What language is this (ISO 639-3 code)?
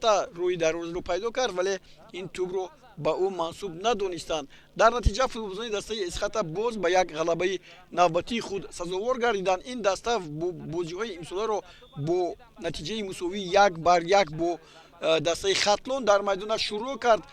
tgk